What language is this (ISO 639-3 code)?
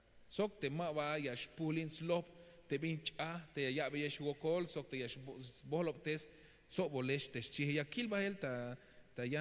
tzh